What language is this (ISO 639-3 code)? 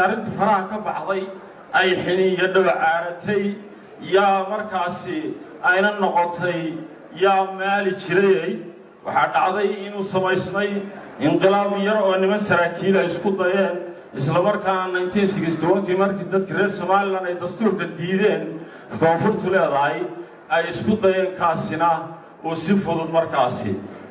som